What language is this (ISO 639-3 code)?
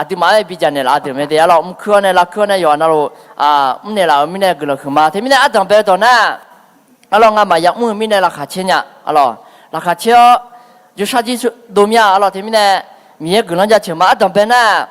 ahk